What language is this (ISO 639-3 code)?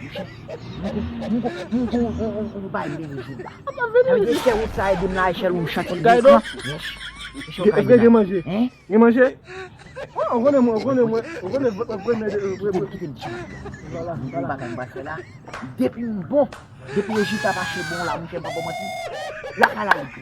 hat